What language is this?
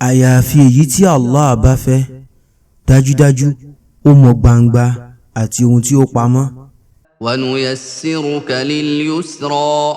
Yoruba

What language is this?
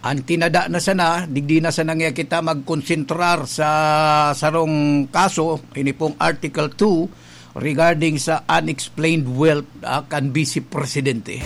Bikol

